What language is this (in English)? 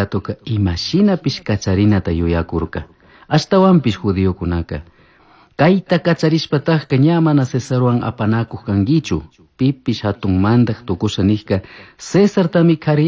Chimborazo Highland Quichua